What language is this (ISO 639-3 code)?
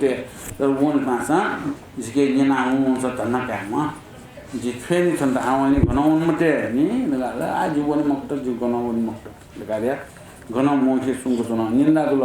new